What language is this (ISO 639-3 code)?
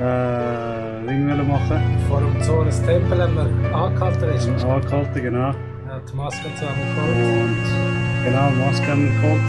gsw